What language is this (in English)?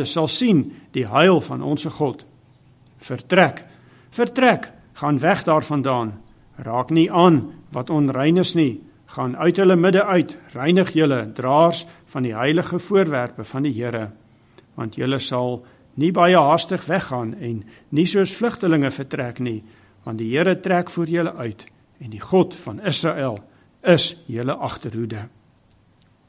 Afrikaans